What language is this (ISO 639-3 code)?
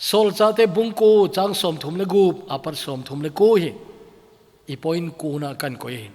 tcz